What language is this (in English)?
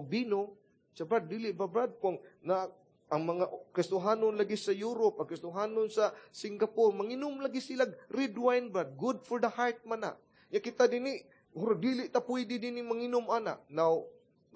Cebuano